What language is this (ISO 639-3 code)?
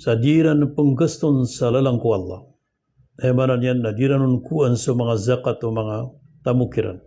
mrw